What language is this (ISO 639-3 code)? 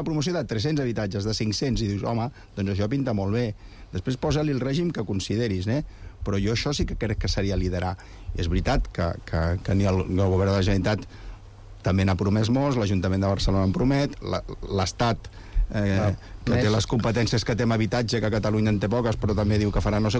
cat